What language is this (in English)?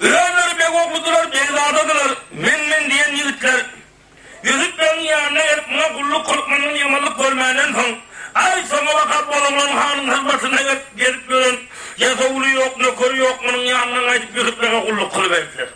Turkmen